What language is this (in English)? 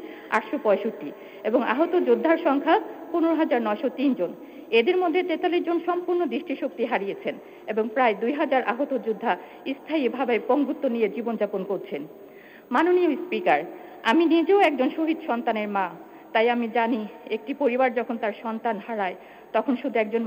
Bangla